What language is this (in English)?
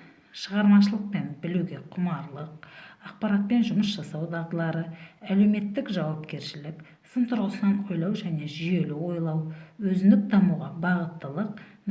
Kazakh